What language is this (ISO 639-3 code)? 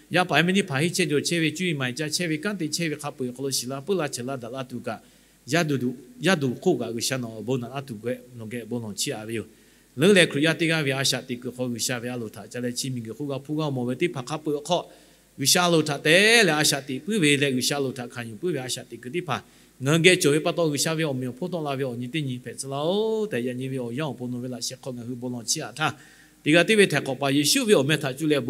lhu